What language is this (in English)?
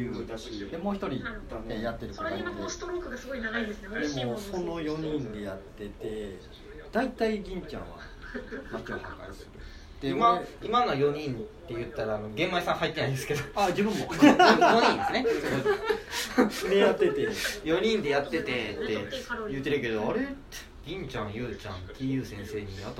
Japanese